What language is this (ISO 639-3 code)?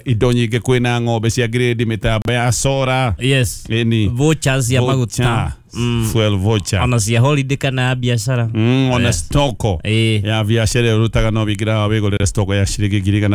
kik